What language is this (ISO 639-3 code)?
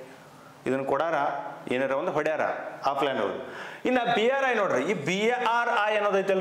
kan